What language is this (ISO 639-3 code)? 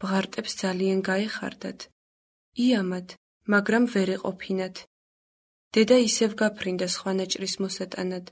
kat